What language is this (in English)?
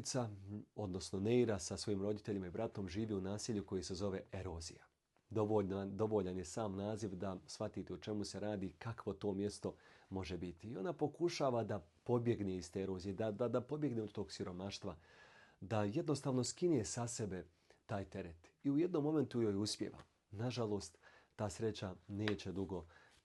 Bosnian